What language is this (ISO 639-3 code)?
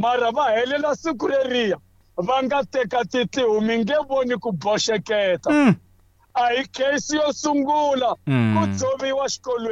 tso